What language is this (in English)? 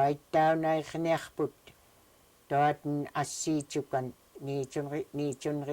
Central Yupik